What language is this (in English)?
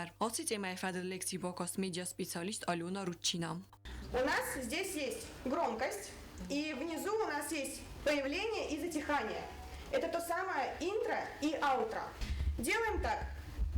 Ossetic